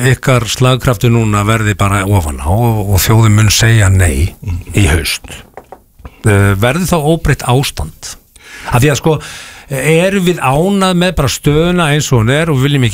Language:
Icelandic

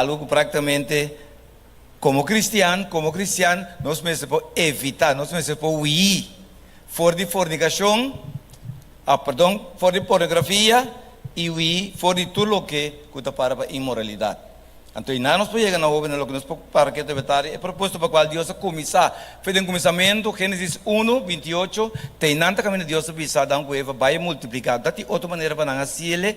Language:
Papiamento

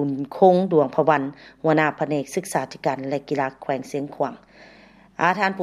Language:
Lao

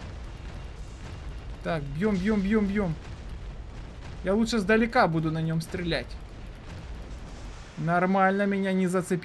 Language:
Russian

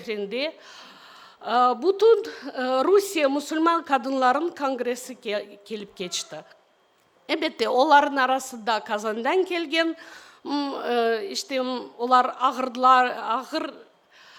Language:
Crimean Tatar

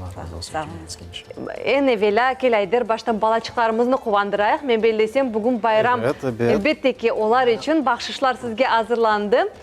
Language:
Crimean Tatar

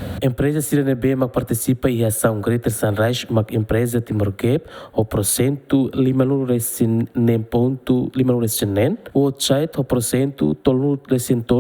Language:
Tetum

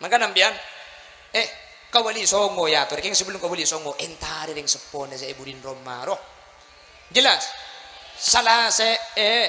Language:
Madurese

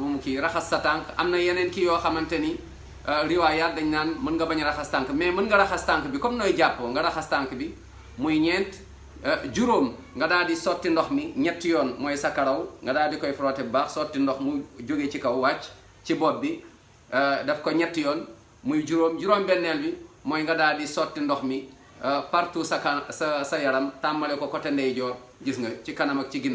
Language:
Wolof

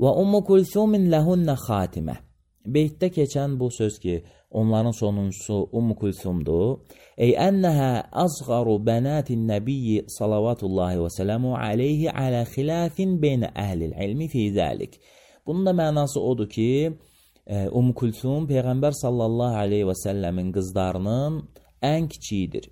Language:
Azerbaijani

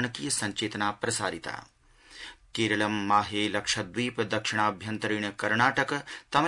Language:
Sanskrit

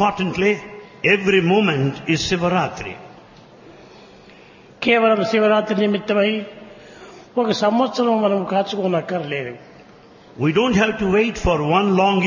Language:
Telugu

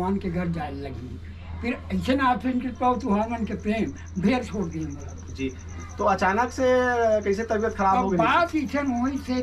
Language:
Chhattisgarhi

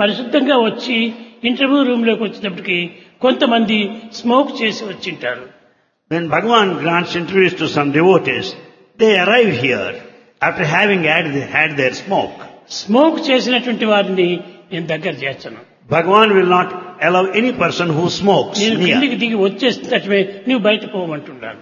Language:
Telugu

